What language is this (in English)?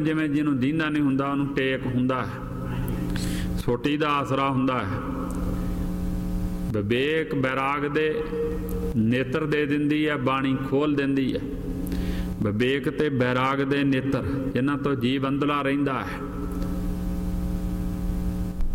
Punjabi